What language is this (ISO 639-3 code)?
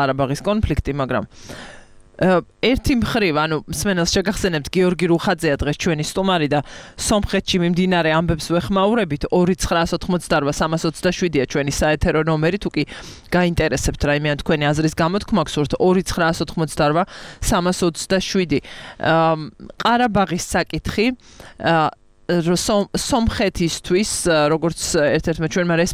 kat